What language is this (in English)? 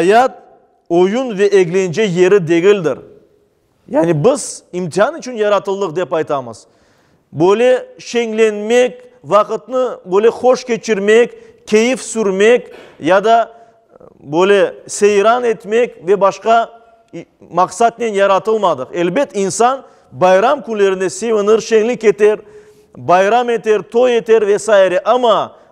Crimean Tatar